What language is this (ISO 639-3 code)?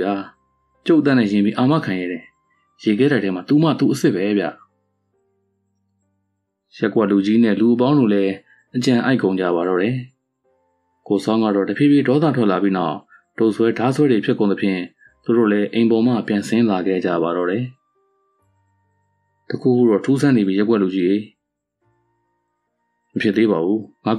mya